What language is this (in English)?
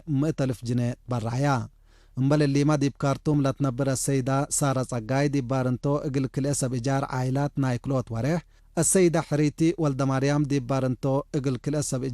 Tigre